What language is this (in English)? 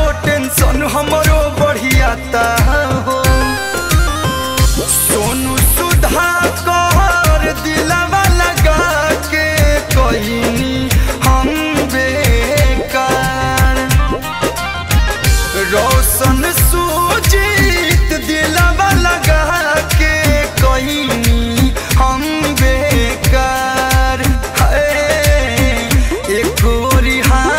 Bhojpuri